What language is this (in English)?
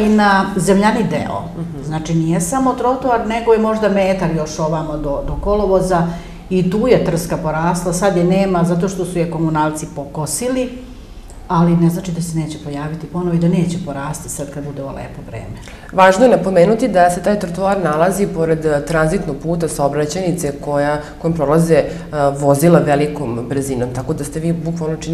Serbian